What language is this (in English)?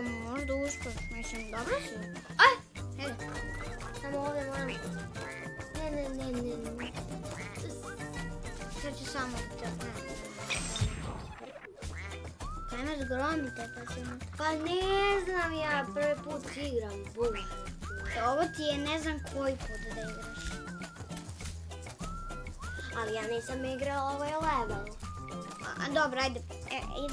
Croatian